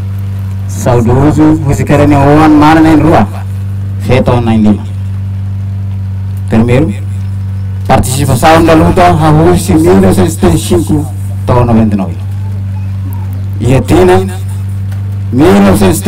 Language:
Tetum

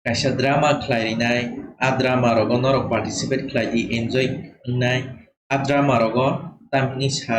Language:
Kok Borok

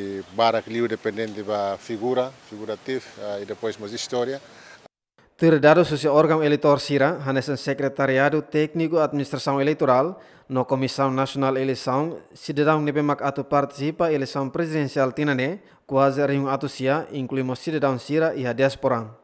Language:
Tetum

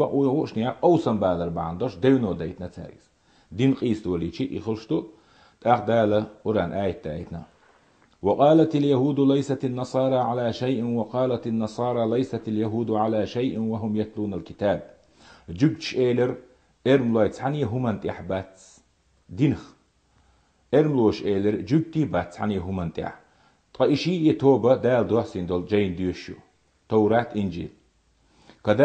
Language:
Chechen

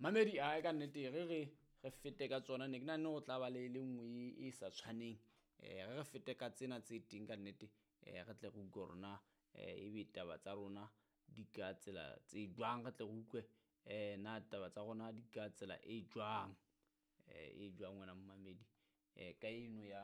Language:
Southern Sotho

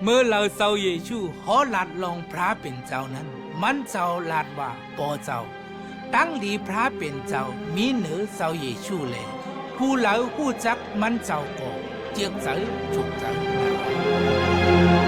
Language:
Shan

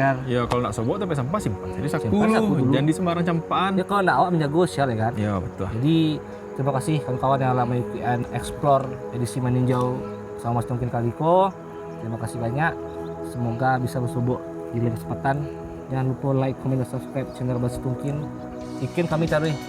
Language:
Minangkabau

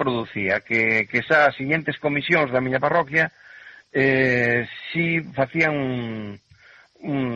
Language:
Galician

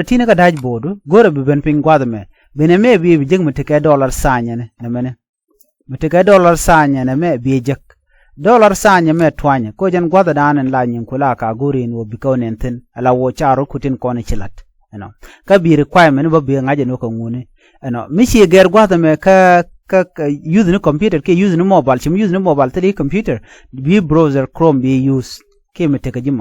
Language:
Nuer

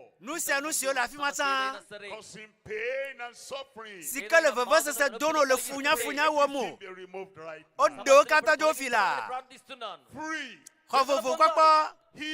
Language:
Ewe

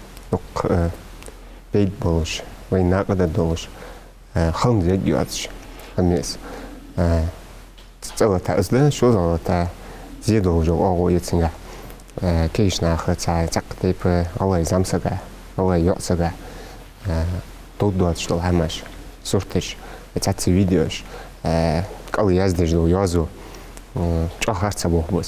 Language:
Ingush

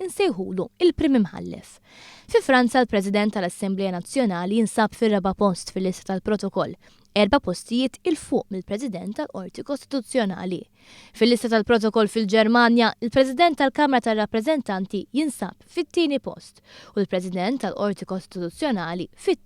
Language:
Maltese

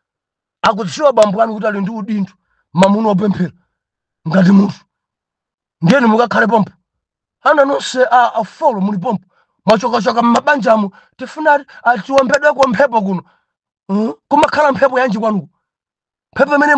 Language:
Nyanja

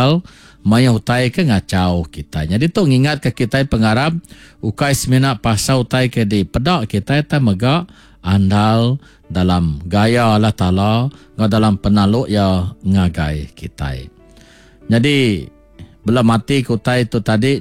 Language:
Iban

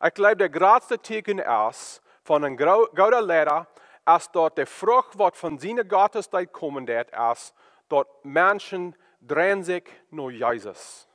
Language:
Plautdietsch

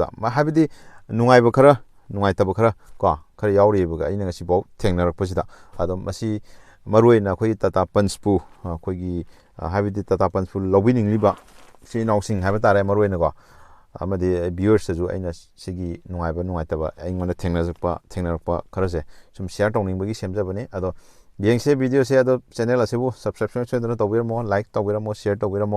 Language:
Manipuri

